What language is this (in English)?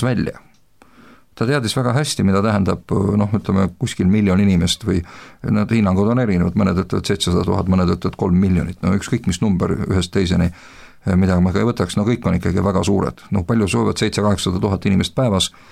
Estonian